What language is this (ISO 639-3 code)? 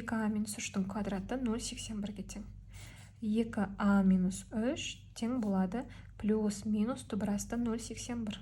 kaz